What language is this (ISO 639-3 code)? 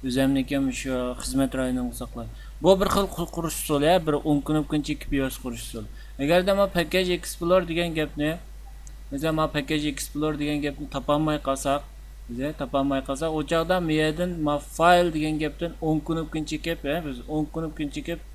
uig